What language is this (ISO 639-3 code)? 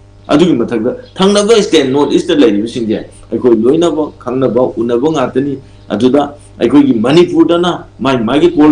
mni